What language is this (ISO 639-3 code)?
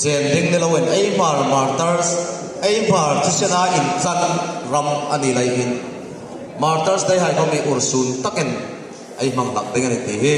hmr